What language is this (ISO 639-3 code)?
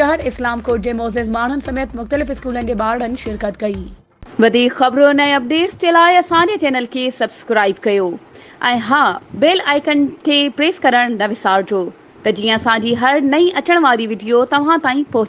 snd